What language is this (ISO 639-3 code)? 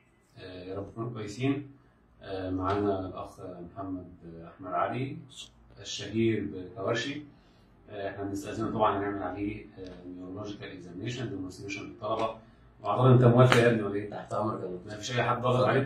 arz